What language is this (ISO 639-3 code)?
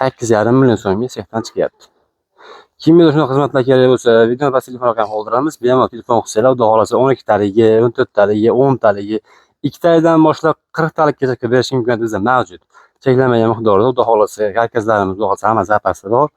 uzb